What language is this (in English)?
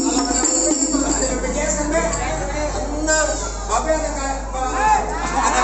Betawi